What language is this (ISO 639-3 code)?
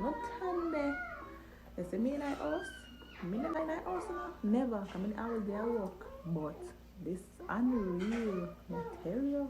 jam